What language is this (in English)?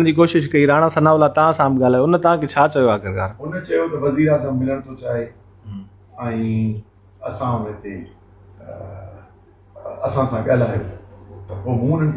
Sindhi